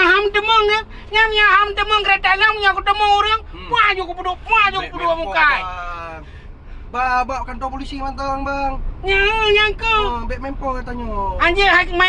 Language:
Achinese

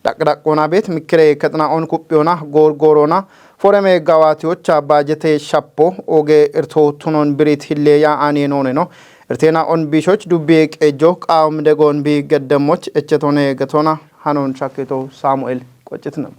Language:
Kafa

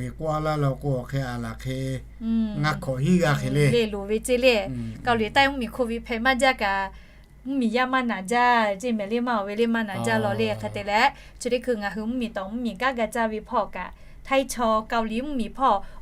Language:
Lahu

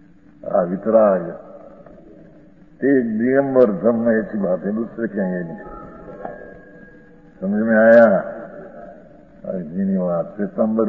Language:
Hindi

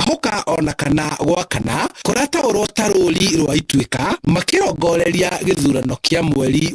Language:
Kikuyu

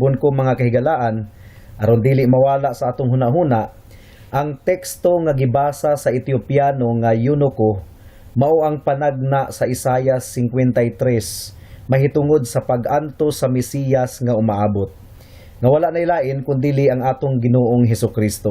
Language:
Cebuano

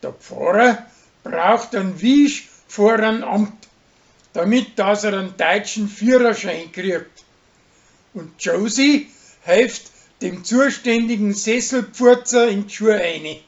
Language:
Bavarian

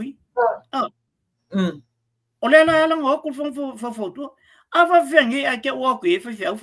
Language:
Samoan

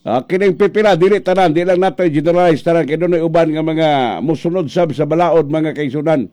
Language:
Cebuano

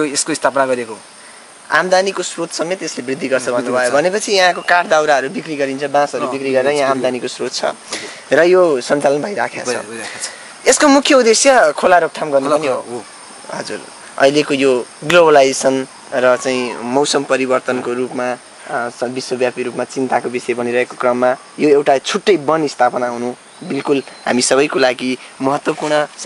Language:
Nepali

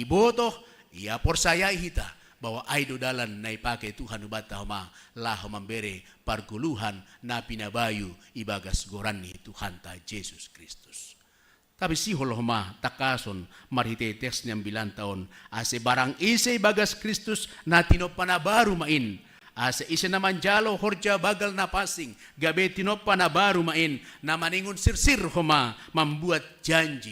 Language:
Batak Simalungun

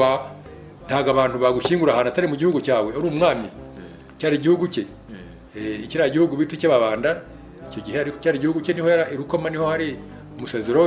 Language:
Kinyarwanda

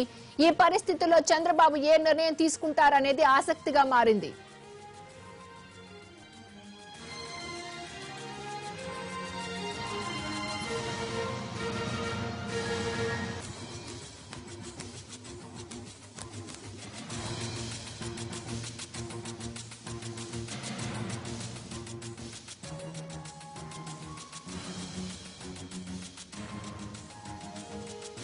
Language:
Telugu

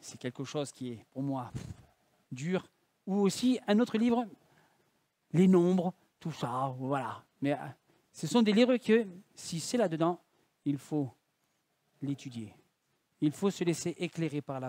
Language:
French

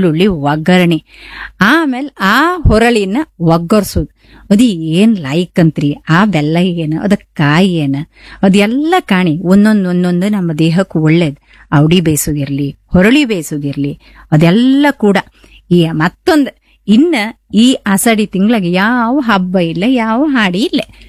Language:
Kannada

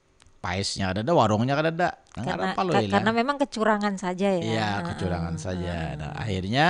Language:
Banjar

